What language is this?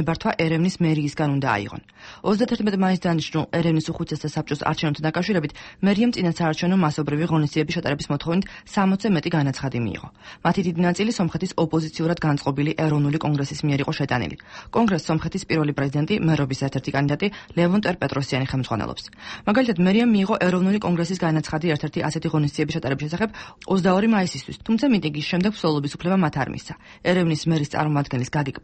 Georgian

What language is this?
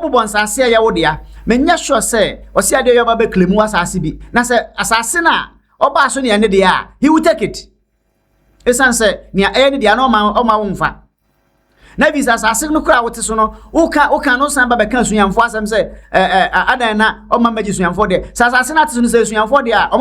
Akan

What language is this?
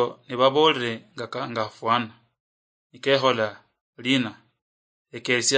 Luyia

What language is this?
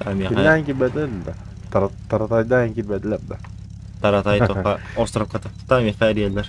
Yakut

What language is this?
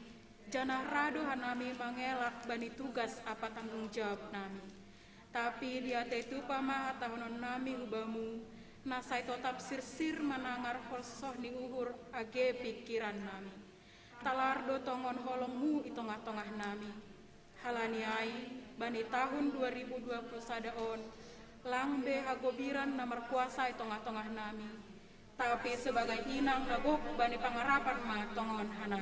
Batak Simalungun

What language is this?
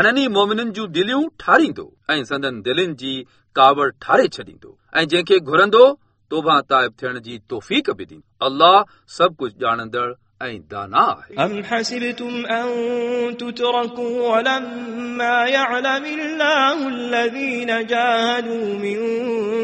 Sindhi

